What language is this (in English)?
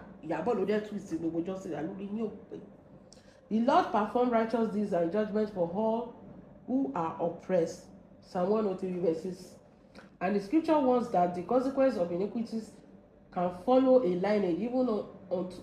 Yoruba